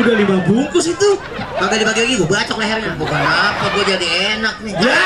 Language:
Betawi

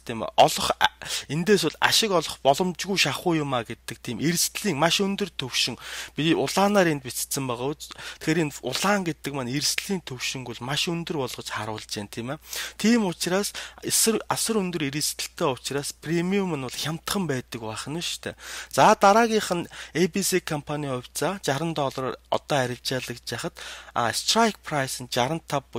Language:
Mongolian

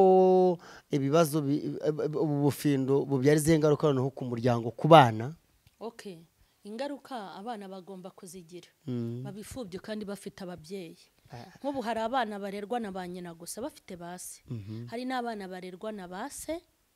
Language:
Kinyarwanda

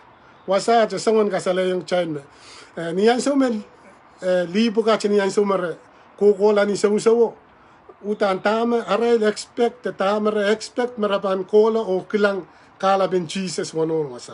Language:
Pohnpeian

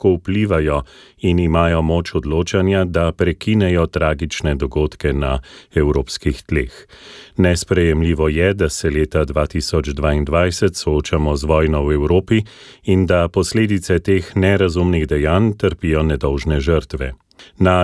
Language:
Slovenian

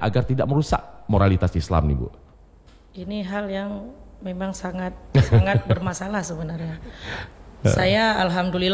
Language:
Indonesian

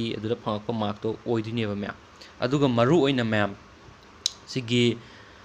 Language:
Manipuri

